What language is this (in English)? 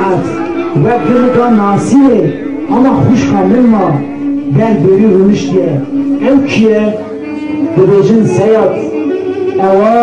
Kurdish